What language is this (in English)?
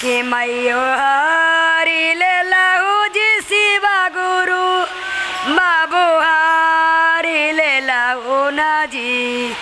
Magahi